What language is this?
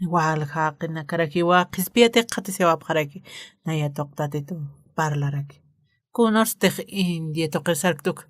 Aymara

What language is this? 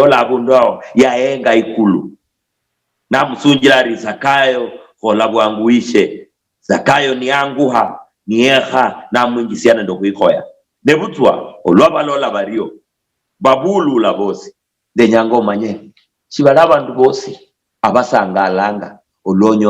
Luyia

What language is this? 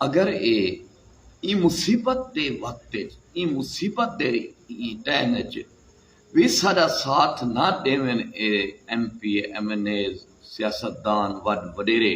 Saraiki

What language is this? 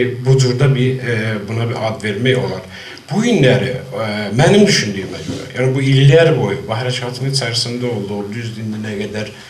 South Azerbaijani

